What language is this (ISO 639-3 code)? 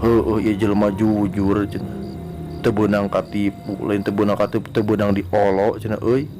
sun